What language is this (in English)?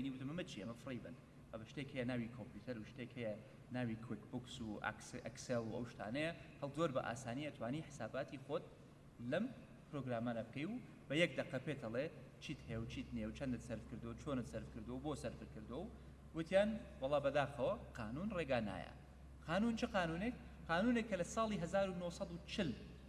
Central Kurdish